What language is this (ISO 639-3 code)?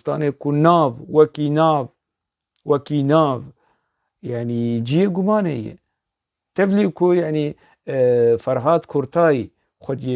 kur